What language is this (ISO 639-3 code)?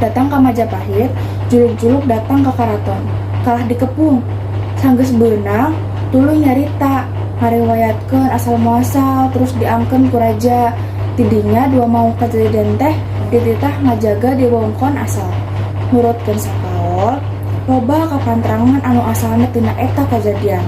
sun